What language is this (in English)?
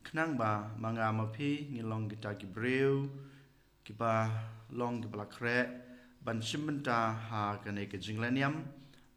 Khasi